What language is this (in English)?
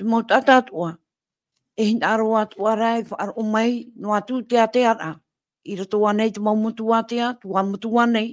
Tahitian